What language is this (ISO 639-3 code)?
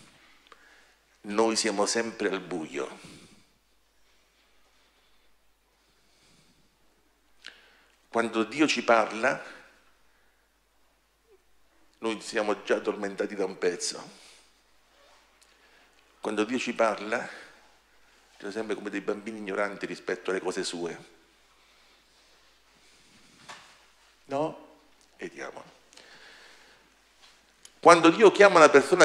ita